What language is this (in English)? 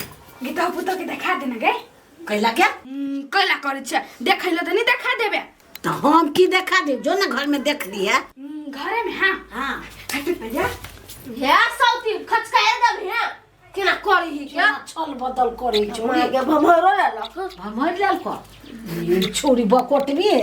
Maithili